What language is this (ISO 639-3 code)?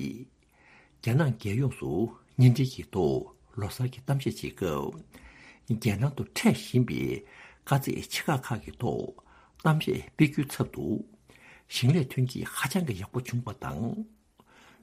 bod